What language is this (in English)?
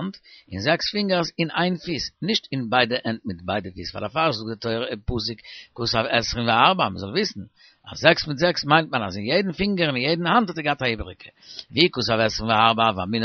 Yiddish